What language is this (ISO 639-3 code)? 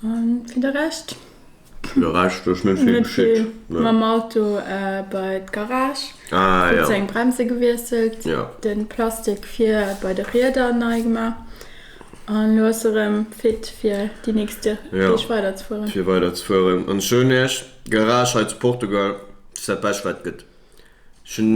ltz